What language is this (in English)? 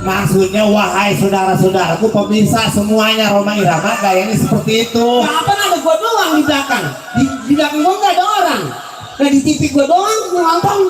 Betawi